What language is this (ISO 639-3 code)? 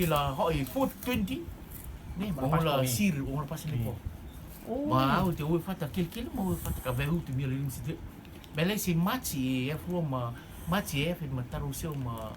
rtm